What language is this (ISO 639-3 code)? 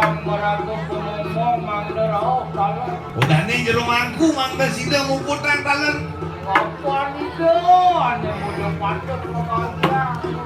ban